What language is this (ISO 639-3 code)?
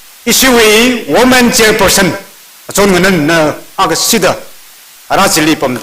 nmf